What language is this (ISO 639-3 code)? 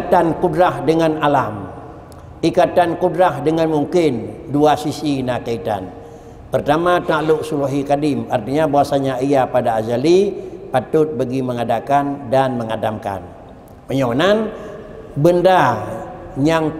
ace